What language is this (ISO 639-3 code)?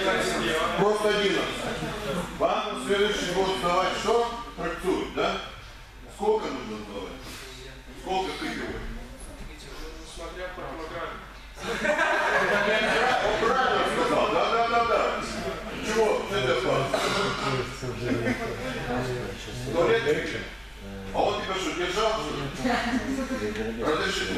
rus